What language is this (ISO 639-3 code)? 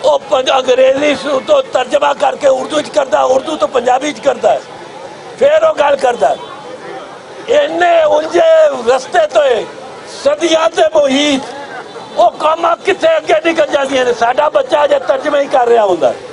lah